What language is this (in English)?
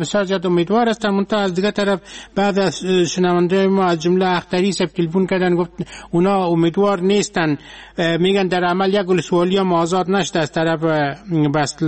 Persian